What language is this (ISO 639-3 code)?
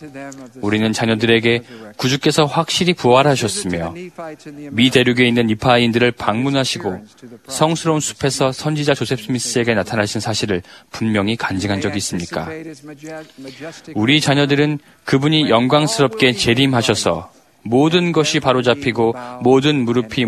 kor